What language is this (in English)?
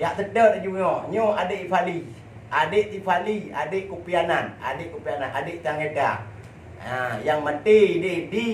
Achinese